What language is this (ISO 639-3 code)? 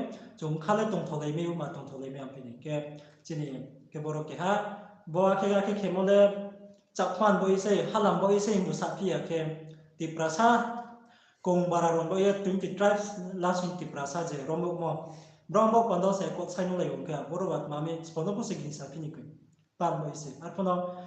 ria